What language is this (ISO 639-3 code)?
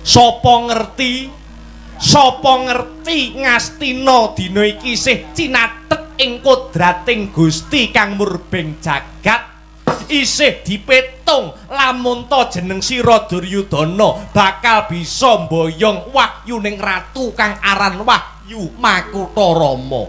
jav